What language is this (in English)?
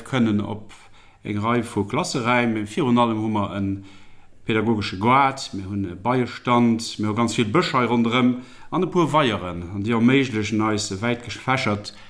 Luxembourgish